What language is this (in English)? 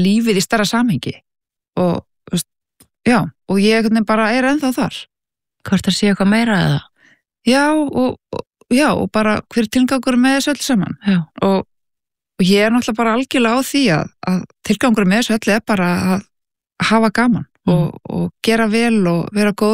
Icelandic